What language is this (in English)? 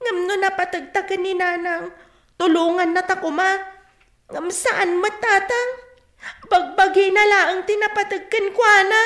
Iloko